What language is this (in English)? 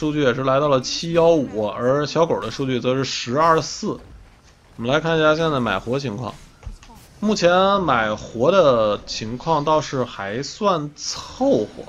Chinese